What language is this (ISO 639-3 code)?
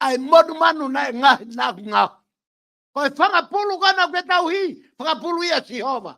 ton